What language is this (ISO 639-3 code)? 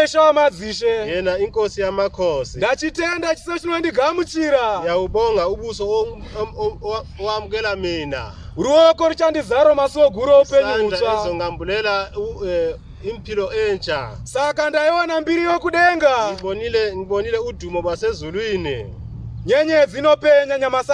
sna